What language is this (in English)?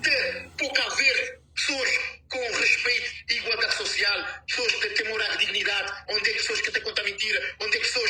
Kabuverdianu